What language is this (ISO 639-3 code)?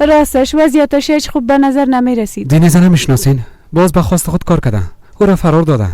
fas